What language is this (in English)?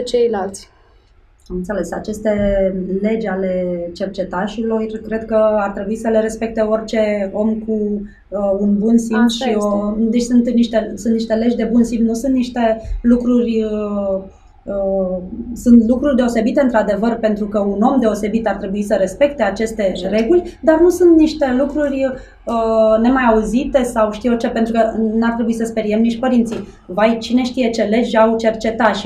Romanian